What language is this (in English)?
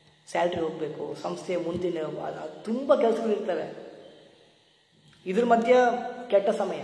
Kannada